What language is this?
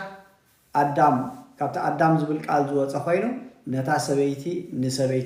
Tigrinya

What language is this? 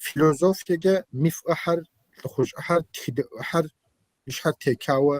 Kabardian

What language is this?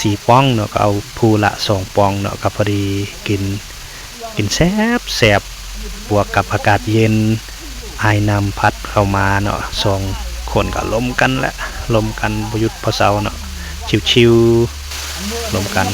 Lao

